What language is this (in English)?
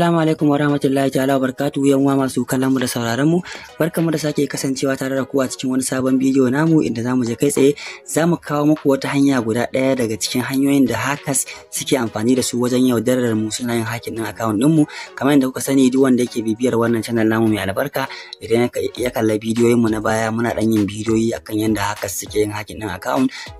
Hausa